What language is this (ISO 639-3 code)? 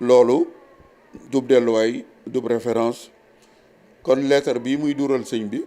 wol